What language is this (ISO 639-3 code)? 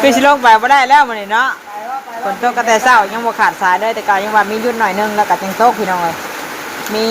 tts